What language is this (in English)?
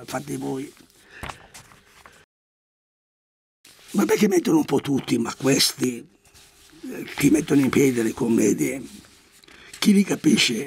Italian